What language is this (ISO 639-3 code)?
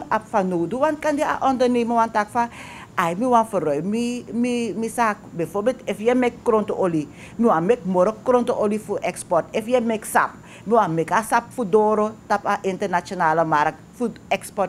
nld